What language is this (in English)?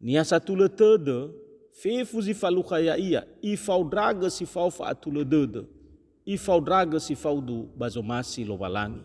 Nias